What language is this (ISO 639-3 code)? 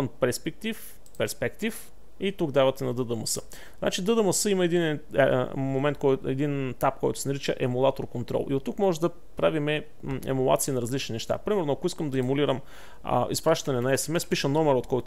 bul